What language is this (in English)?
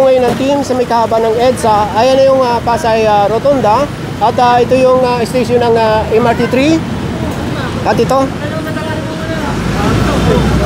Filipino